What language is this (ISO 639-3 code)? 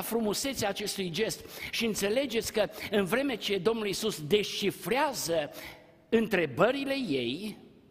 ron